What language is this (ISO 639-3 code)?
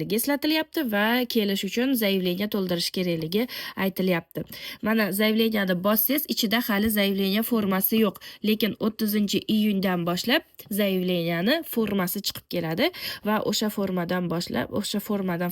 uzb